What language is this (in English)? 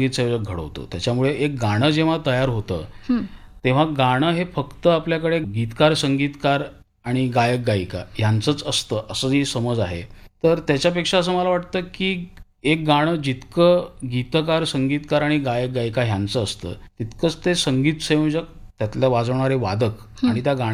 Marathi